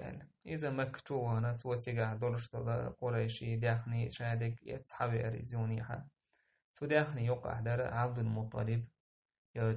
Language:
Chechen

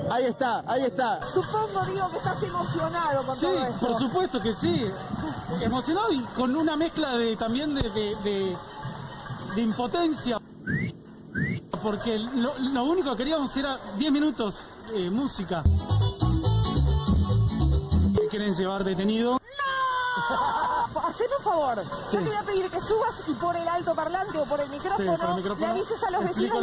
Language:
Spanish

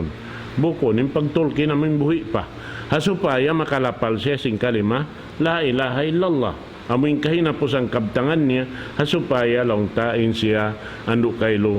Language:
Tausug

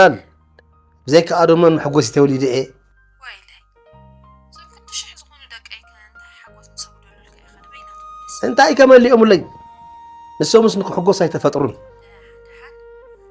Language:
Tigrinya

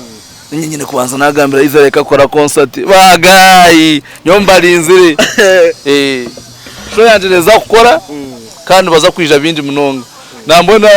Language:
Nyankole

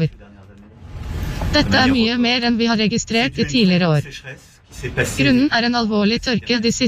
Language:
Norwegian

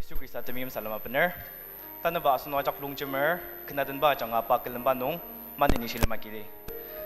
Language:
Ao Naga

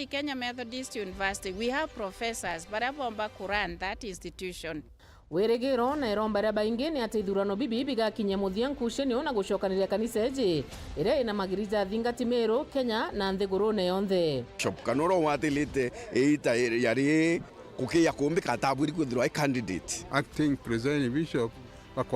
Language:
Meru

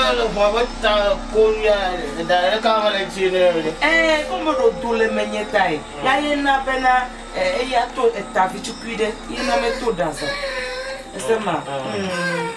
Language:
Ewe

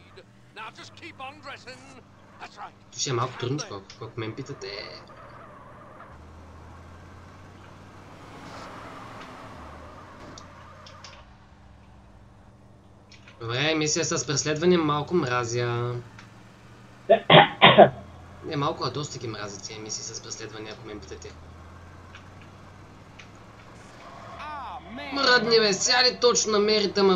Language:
Bulgarian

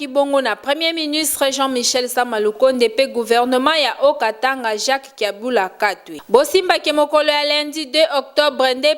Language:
Lingala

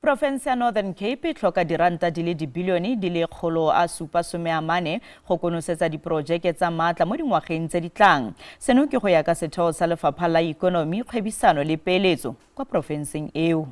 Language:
Tswana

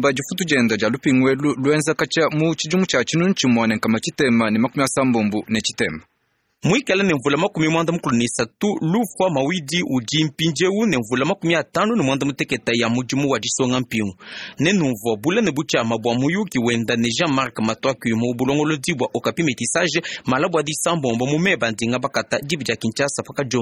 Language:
Luba-Lulua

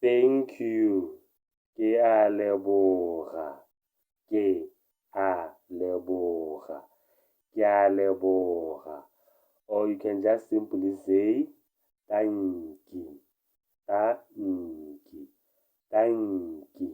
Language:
Tswana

